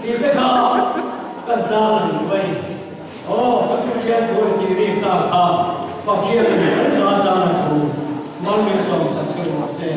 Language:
Mizo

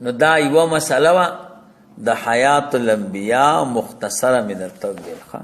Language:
Pashto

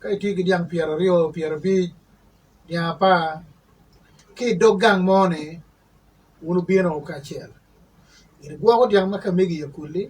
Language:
Acoli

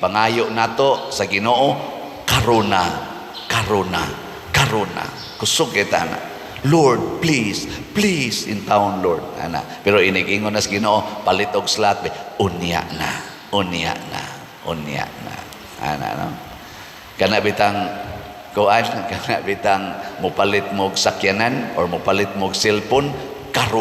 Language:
Cebuano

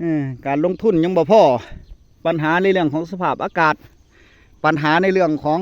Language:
Northeastern Thai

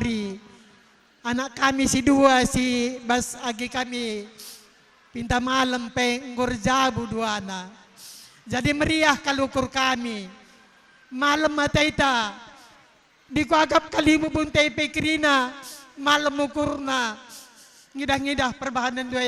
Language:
Batak Karo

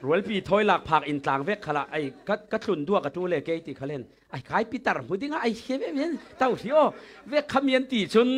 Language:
Falam Chin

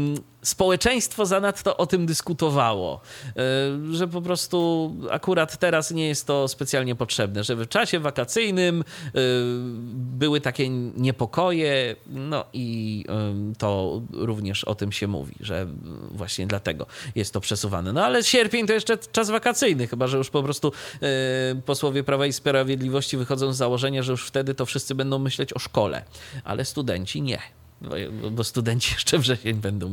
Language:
Polish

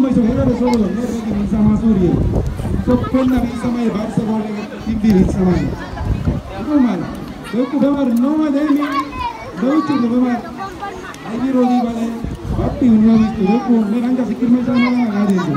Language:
San Blas Kuna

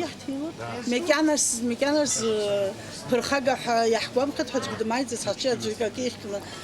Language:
Abkhazian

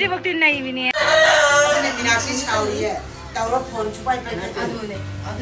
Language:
Manipuri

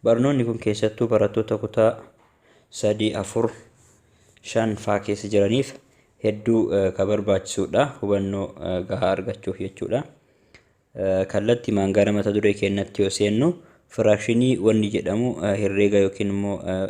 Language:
Oromo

